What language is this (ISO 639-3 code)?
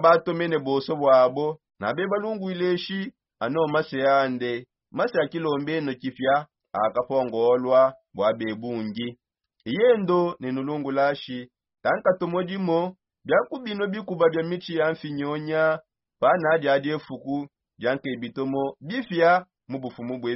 sop